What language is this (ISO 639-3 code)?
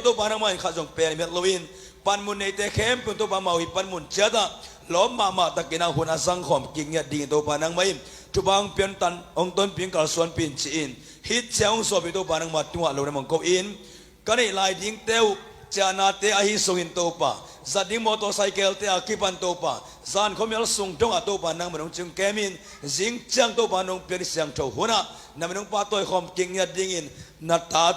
ctd